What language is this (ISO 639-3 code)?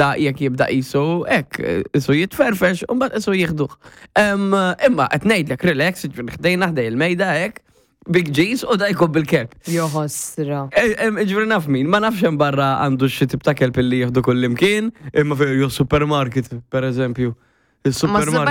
mlt